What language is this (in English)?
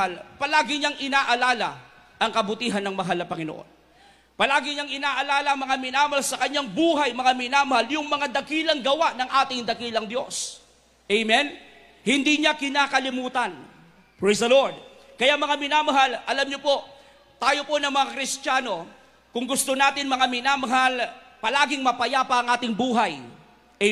Filipino